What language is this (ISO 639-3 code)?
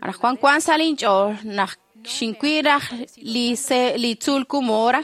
kek